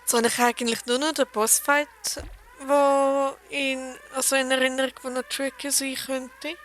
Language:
Swiss German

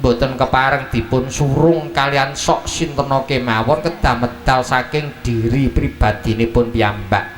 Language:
Javanese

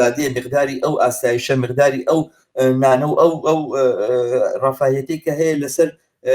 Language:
Central Kurdish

